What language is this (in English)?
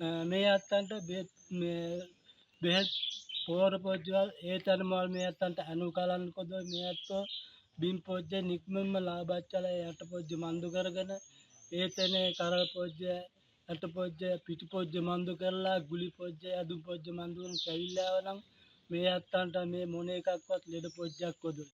Sinhala